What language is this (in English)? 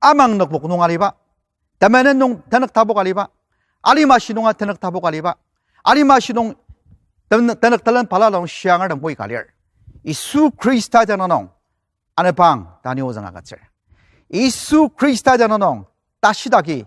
Ao Naga